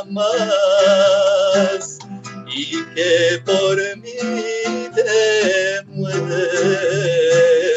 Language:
Ladino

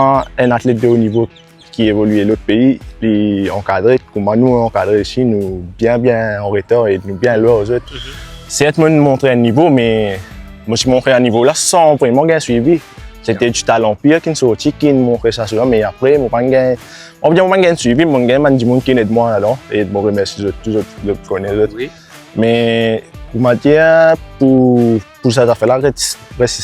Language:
Morisyen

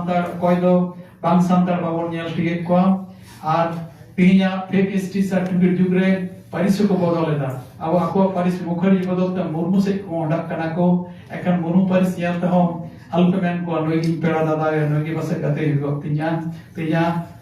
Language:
Santali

